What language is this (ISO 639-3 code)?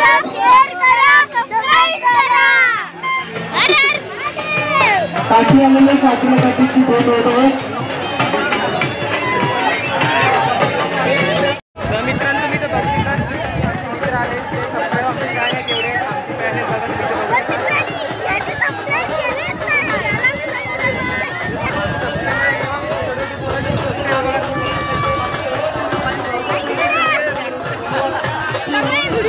mar